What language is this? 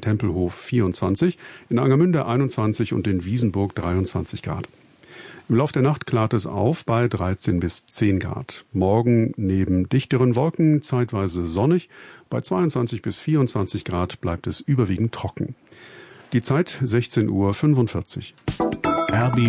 German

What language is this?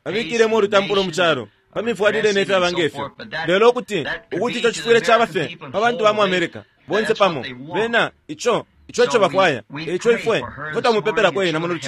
Bemba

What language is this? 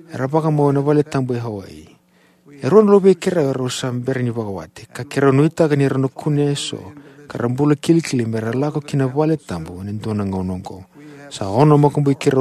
Fijian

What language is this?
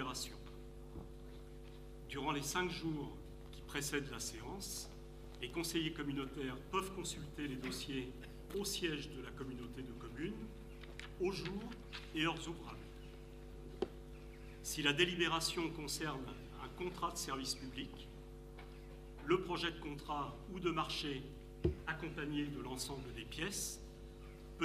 French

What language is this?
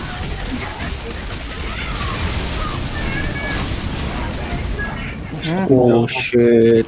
Indonesian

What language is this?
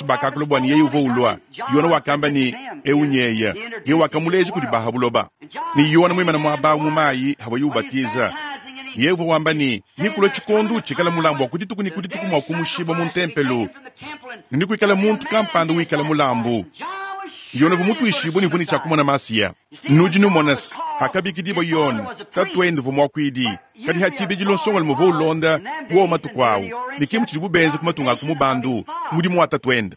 Luba-Lulua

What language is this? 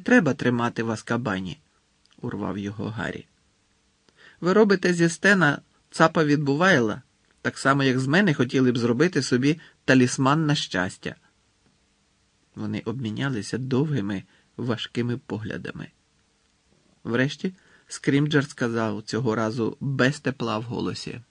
Ukrainian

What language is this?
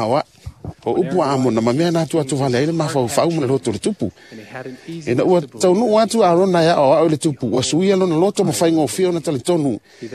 Samoan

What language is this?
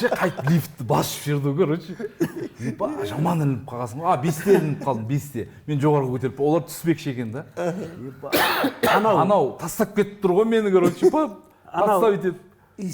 Kazakh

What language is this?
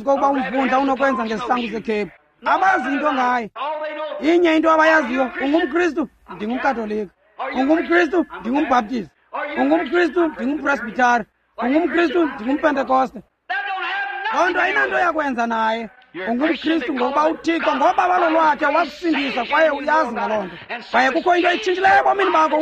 Xhosa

